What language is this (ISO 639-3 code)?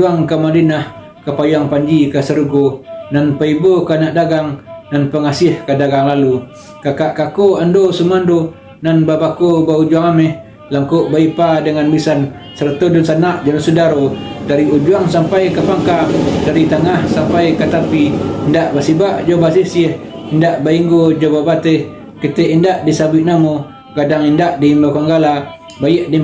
min